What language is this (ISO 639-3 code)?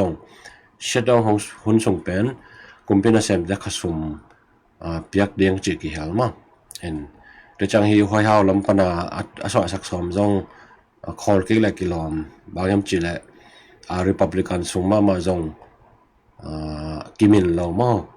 ctd